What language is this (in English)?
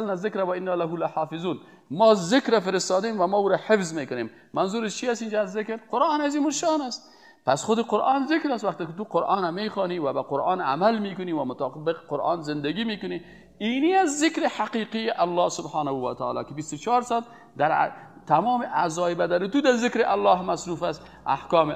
Persian